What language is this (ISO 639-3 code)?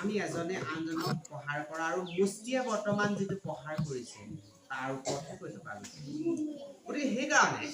asm